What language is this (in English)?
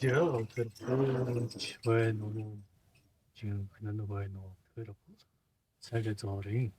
Mongolian